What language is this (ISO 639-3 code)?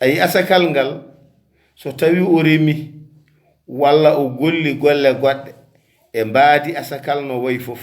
ful